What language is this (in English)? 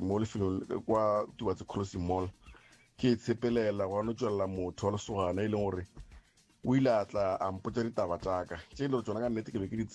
Northern Sotho